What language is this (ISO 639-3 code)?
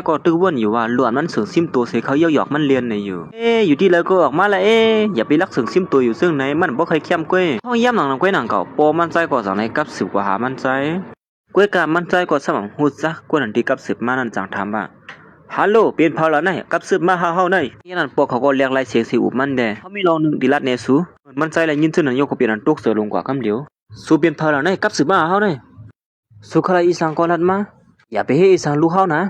shn